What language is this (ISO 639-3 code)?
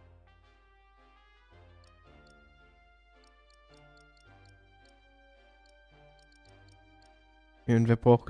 deu